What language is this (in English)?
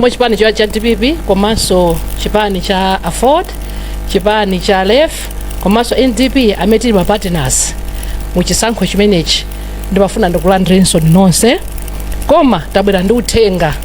Nyanja